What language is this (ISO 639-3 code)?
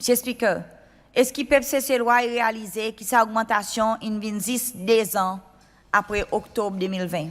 crs